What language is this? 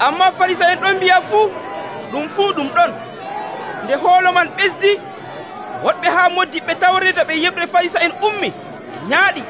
Nigerian Fulfulde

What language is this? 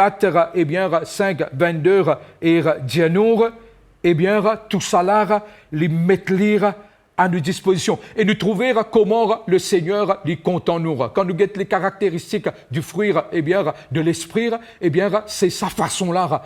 Morisyen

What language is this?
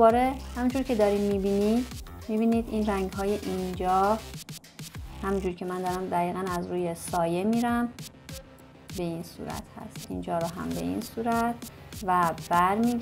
Persian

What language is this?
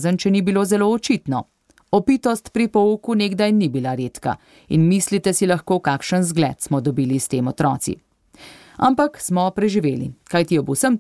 Slovenian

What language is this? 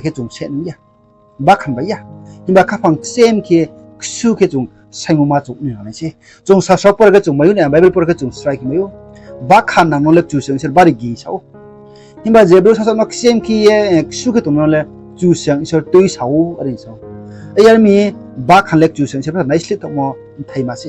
Riang (India)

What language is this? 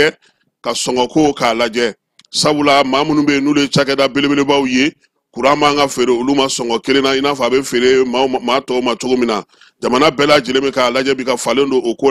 Bambara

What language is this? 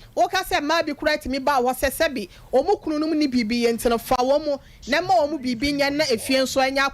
Akan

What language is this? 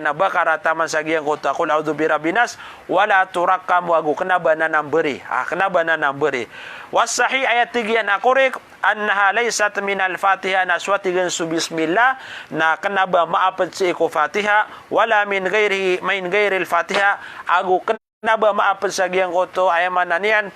Maranao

